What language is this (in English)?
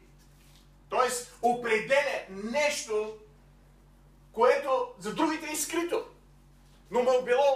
Bulgarian